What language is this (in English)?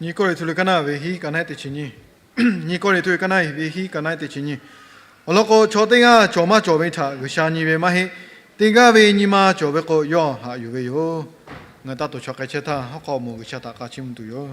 Lahu